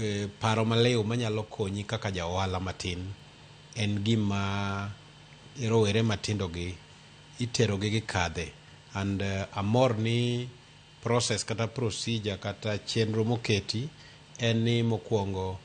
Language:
Luo (Kenya and Tanzania)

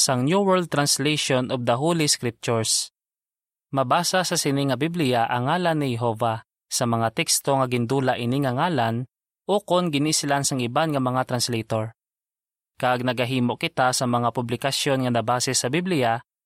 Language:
Hiligaynon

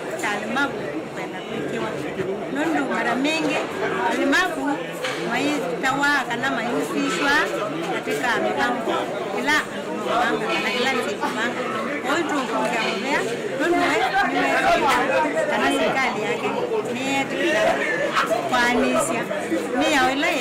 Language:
Kamba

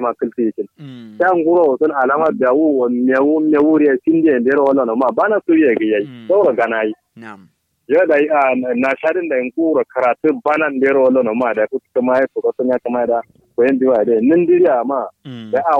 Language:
Kanuri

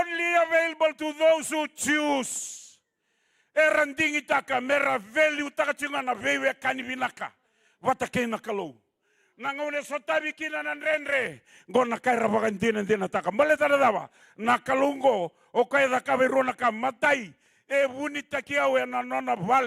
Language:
Fijian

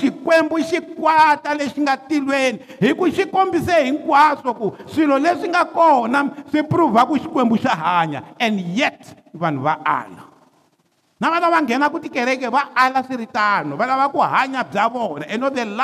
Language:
Tsonga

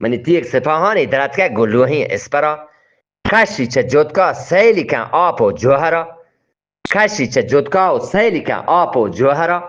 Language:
Eastern Balochi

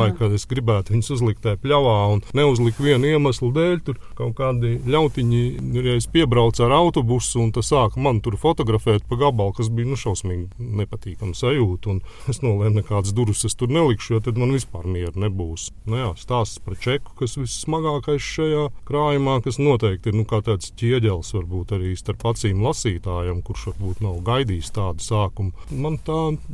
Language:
Latvian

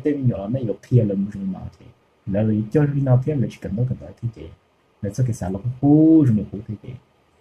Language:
Hmong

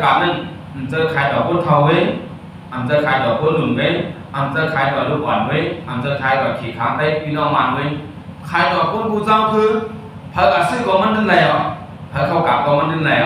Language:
Shan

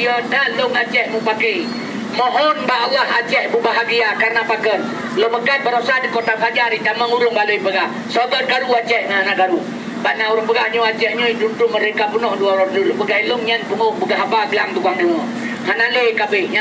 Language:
Achinese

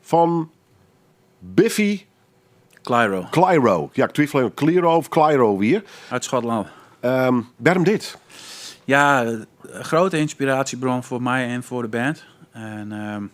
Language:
Western Frisian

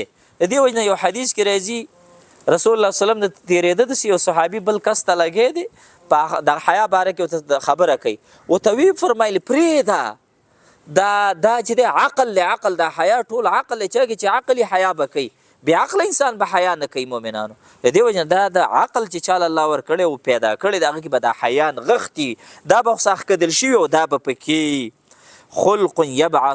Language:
Pashto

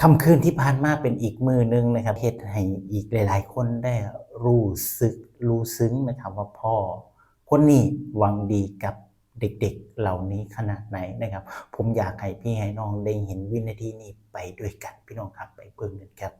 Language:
Northeastern Thai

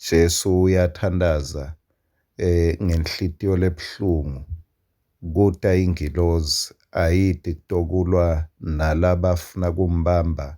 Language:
Swati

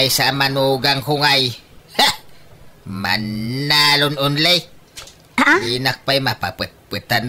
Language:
Iloko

